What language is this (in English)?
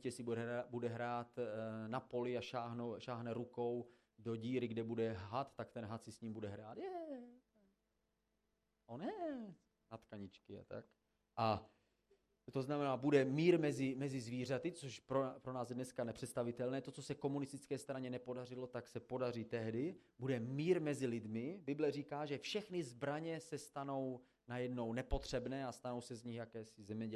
Czech